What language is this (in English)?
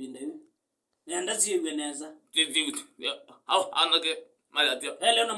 Kamba